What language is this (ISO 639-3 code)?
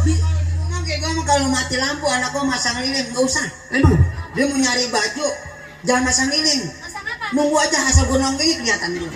bew